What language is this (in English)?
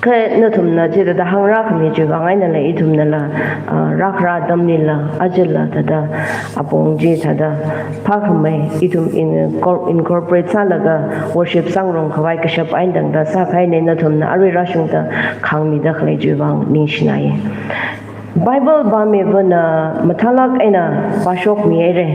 Tangkhul Naga (India)